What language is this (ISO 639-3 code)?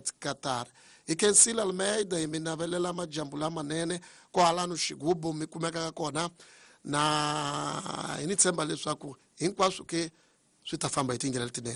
tso